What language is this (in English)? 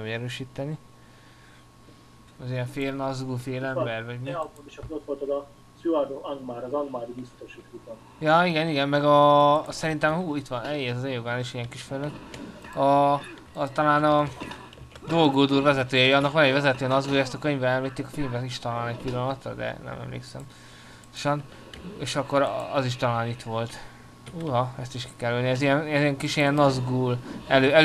Hungarian